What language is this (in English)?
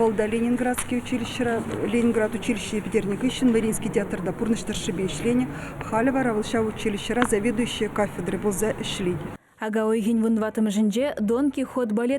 Chuvash